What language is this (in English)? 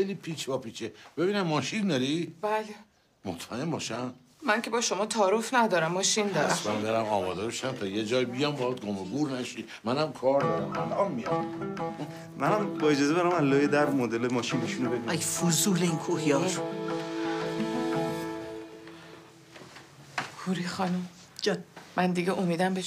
Persian